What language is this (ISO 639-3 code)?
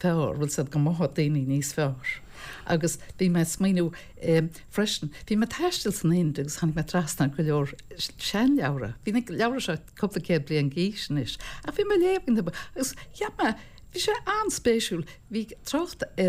gle